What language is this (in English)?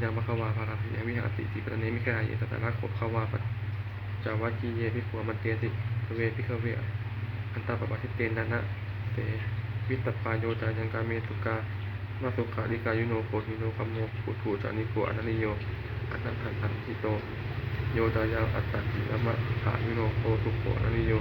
Pali